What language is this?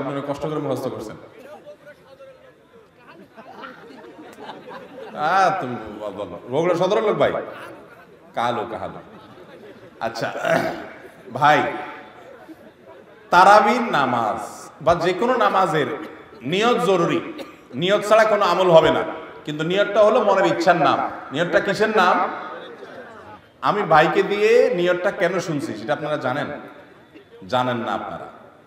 Bangla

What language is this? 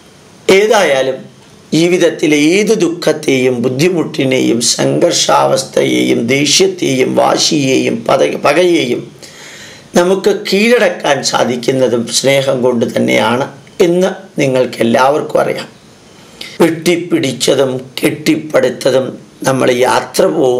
Malayalam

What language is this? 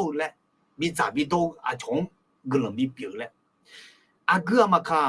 Akha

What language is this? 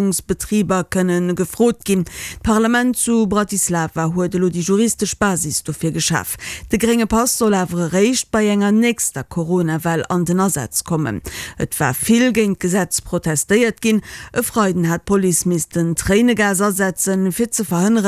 Luxembourgish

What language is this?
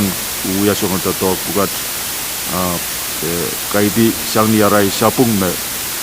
Pohnpeian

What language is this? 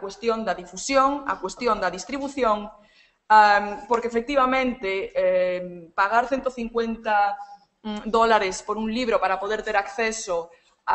Galician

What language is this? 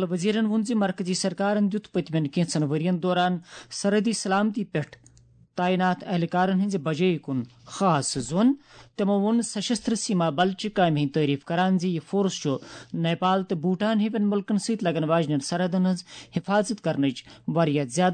Kashmiri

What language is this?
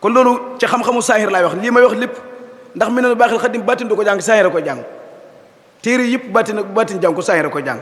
Wolof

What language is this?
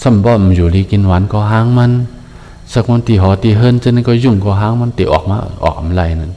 Shan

